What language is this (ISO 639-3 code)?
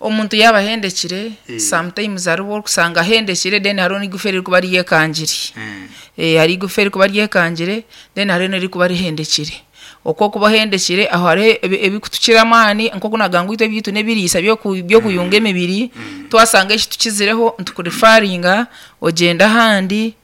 nyn